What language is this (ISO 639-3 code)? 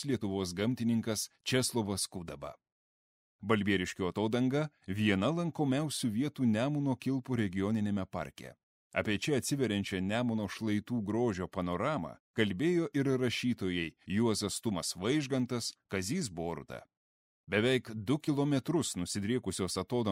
lit